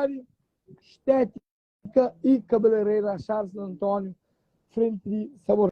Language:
Kabuverdianu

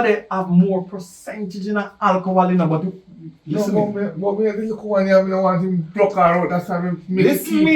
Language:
Jamaican Creole English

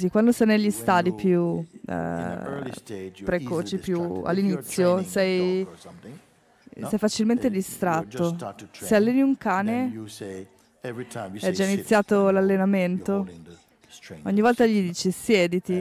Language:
Italian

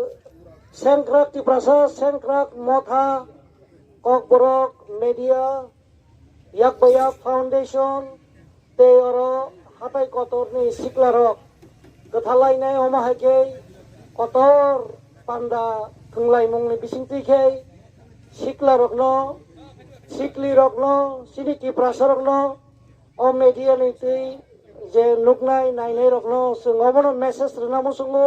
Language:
Kok Borok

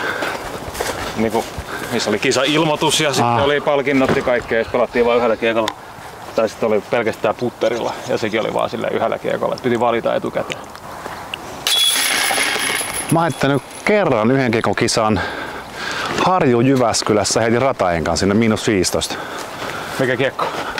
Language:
Finnish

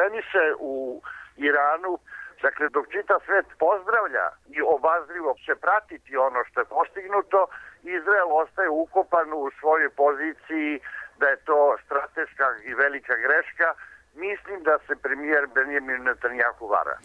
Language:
Serbian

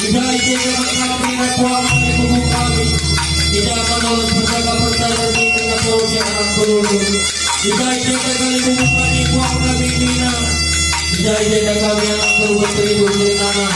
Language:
Batak Karo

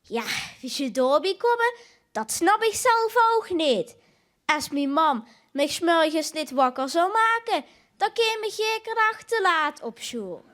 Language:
Limburgish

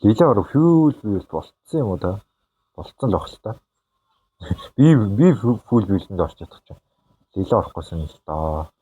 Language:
Mongolian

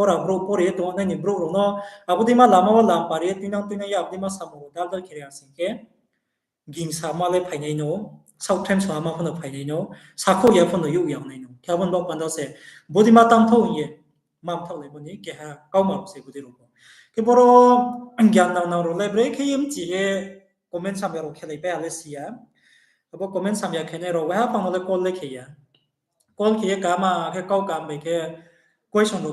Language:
Riang (India)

